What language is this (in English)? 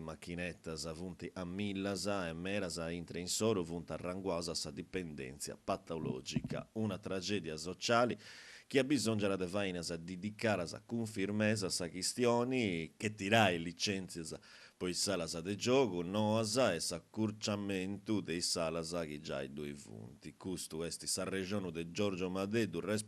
Sardinian